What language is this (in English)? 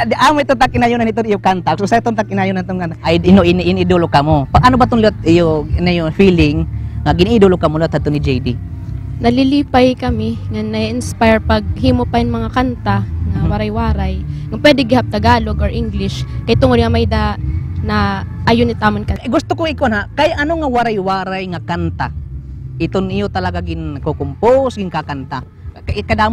Waray